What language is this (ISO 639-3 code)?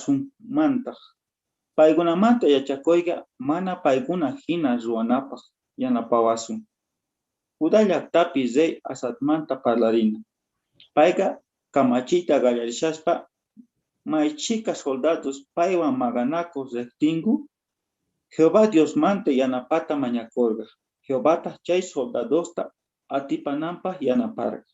quh